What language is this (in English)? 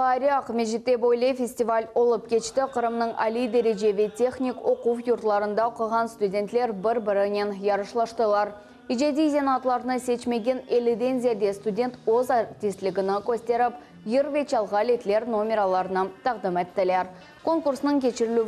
Crimean Tatar